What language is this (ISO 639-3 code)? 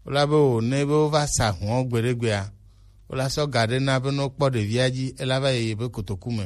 gej